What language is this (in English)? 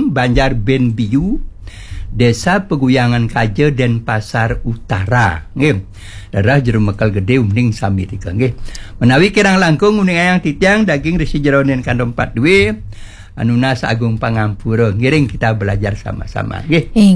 Balinese